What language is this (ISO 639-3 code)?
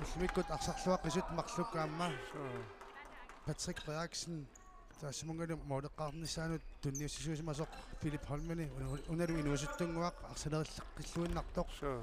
kal